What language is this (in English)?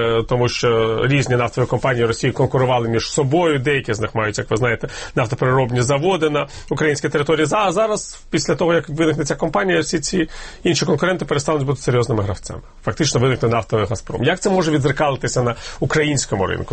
Ukrainian